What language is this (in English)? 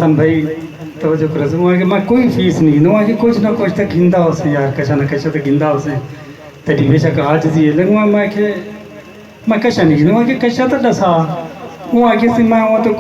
Saraiki